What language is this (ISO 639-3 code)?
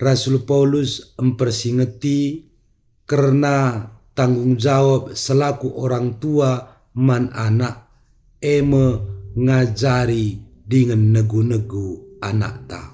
btx